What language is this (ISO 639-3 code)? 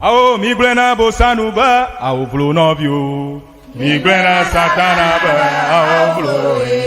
ewe